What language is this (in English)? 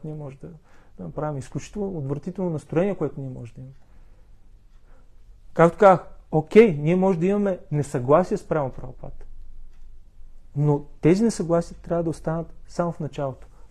Bulgarian